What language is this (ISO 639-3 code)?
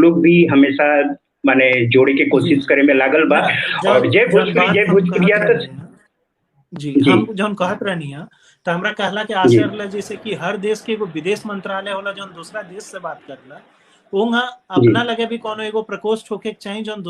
bho